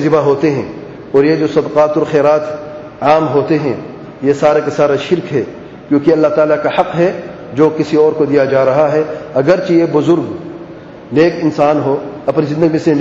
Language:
Urdu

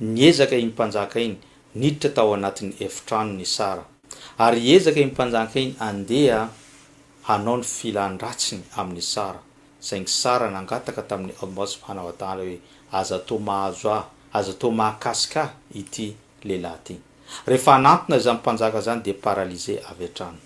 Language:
Malagasy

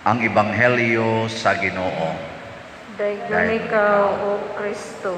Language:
Cebuano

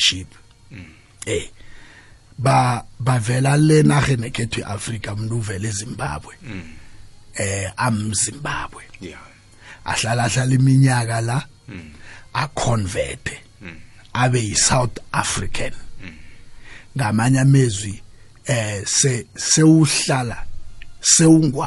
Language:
South Ndebele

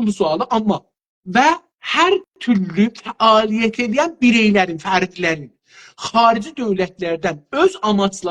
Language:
South Azerbaijani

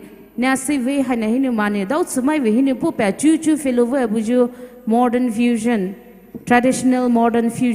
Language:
Poumei Naga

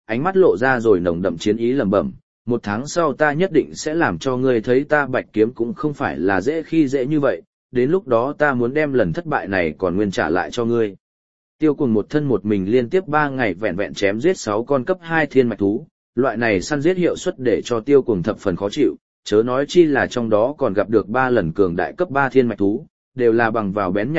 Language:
Vietnamese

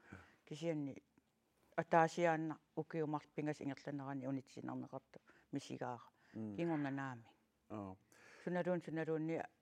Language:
Kalaallisut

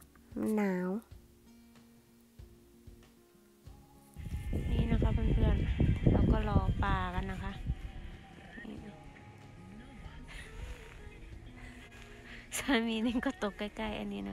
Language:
Thai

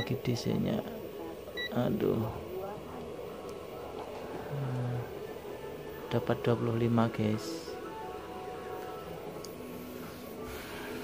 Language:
Indonesian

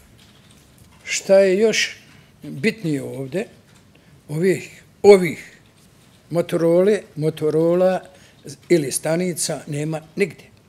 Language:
Bosnian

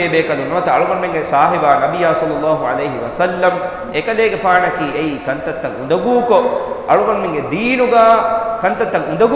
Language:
Divehi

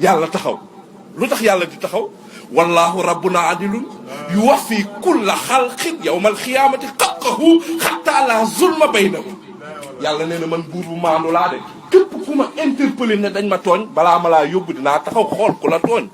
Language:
Wolof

